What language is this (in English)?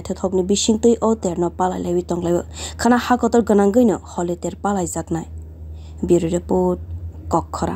Kok Borok